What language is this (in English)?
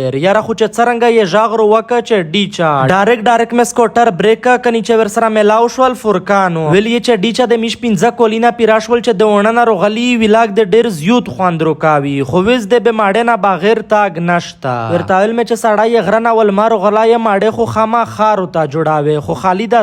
Pashto